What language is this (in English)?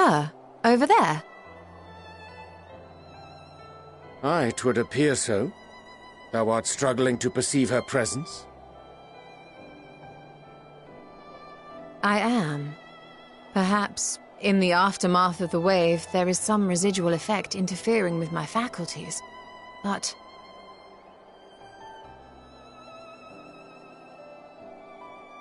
English